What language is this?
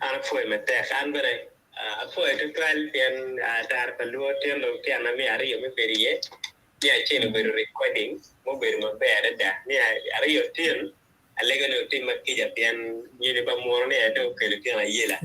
Acoli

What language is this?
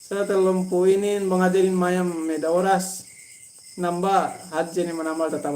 Yakan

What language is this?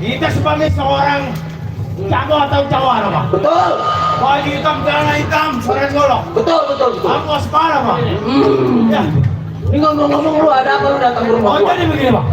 Betawi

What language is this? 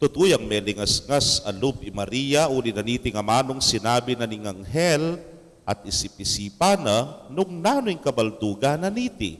Pampanga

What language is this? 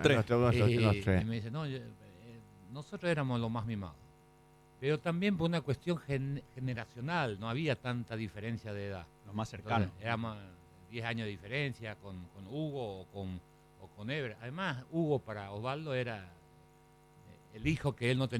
Spanish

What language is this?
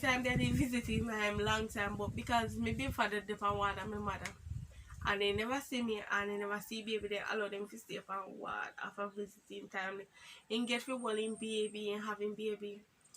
Jamaican Creole English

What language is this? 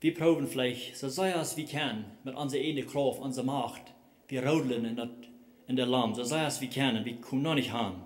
Plautdietsch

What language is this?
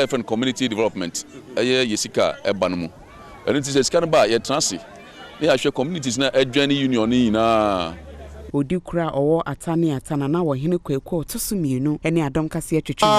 Akan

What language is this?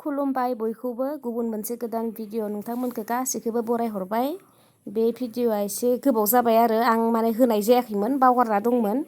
Bodo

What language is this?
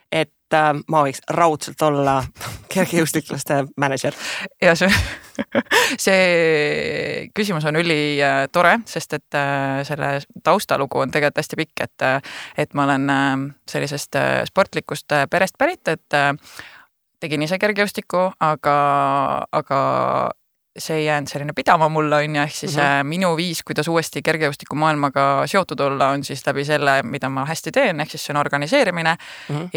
Estonian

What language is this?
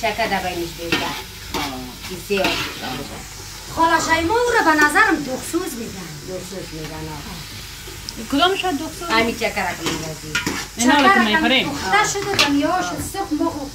Persian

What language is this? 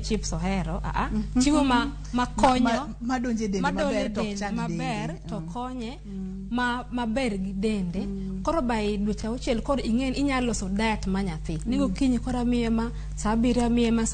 Luo (Kenya and Tanzania)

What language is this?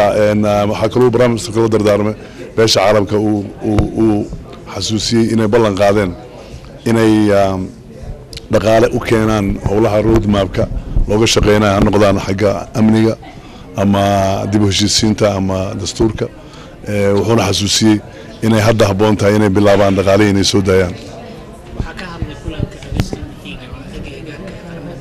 Somali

